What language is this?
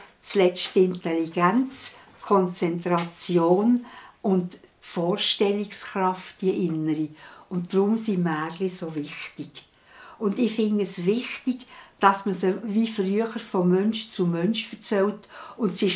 Swiss German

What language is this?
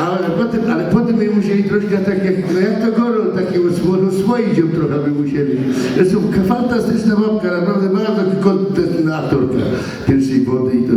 Silesian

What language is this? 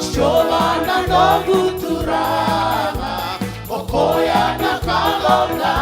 Fijian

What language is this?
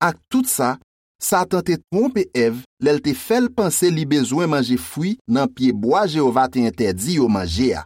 Haitian Creole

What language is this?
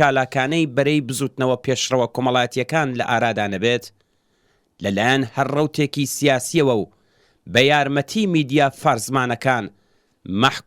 Central Kurdish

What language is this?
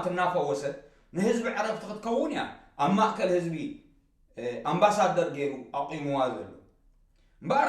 Tigrinya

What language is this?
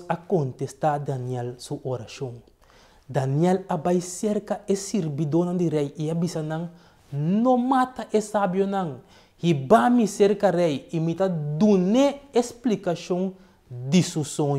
Papiamento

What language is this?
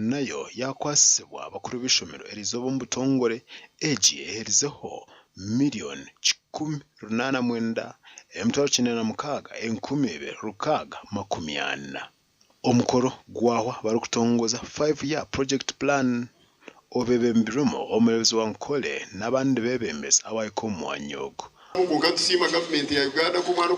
Nyankole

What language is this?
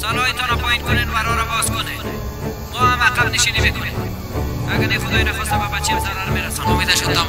Persian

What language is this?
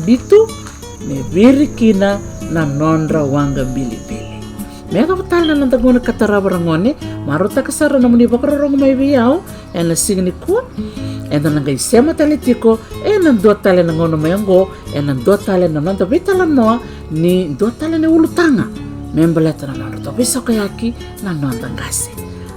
Fijian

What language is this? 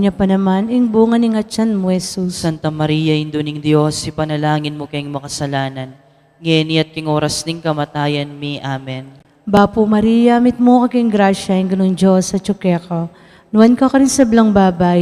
Pampanga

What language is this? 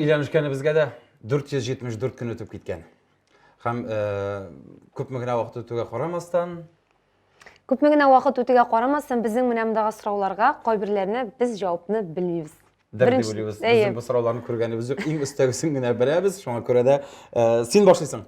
Tatar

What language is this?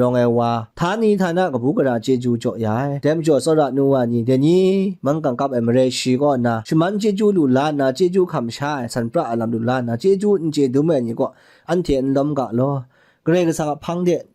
Kachin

